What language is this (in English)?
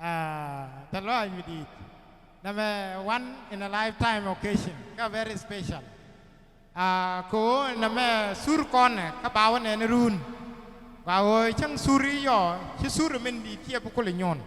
Nuer